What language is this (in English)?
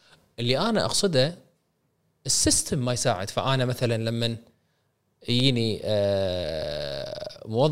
Gulf Arabic